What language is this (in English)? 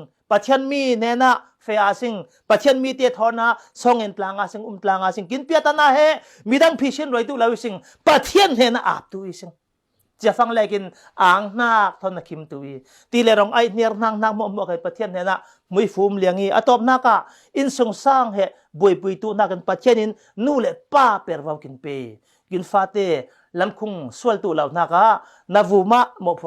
Falam Chin